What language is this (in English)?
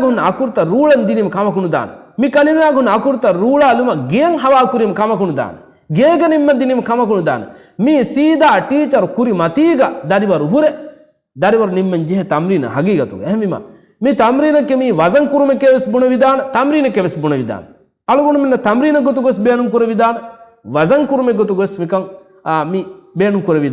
Divehi